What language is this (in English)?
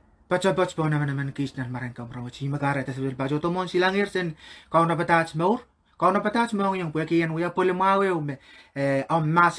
Pohnpeian